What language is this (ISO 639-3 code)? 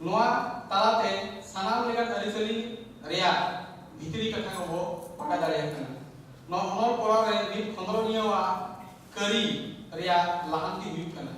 sat